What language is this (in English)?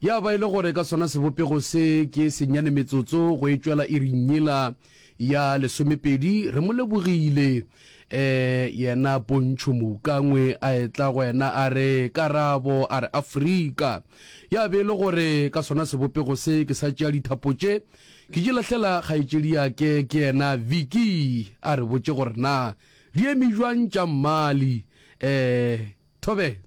Northern Sotho